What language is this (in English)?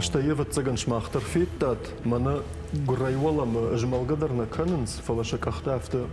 Ossetic